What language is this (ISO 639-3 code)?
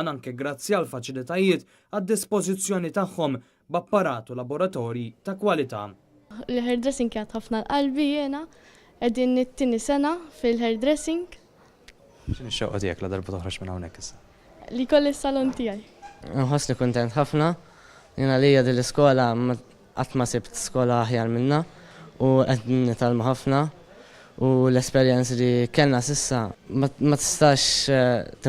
mlt